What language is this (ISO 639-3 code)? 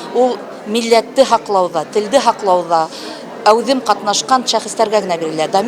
bak